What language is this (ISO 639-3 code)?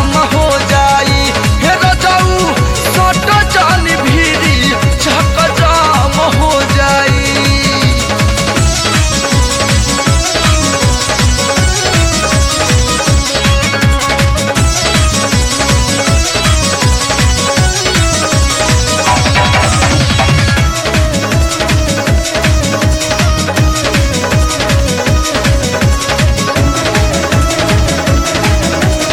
bho